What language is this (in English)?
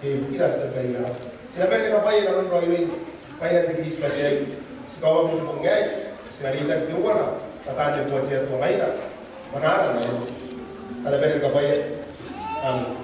Gilbertese